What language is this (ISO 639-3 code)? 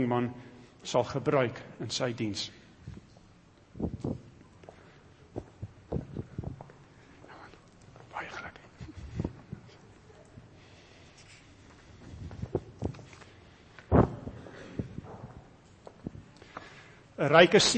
afr